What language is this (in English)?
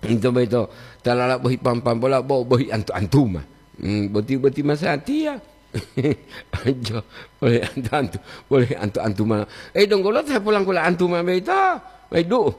Gorontalo